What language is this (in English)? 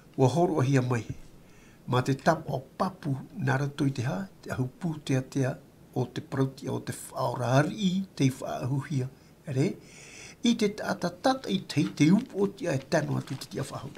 Tahitian